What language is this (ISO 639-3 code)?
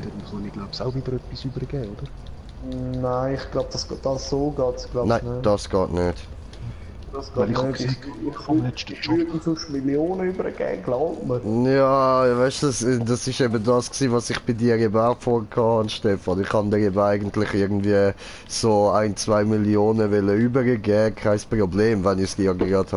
gsw